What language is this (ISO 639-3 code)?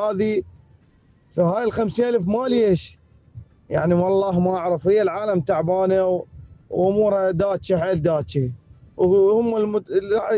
acm